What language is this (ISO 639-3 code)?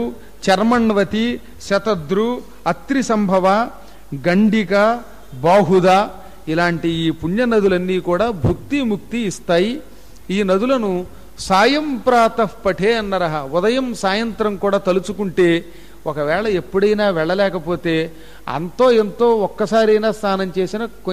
tel